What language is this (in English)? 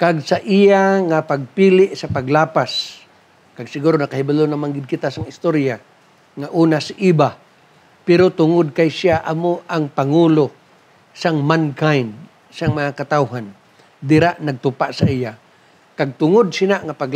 Hiligaynon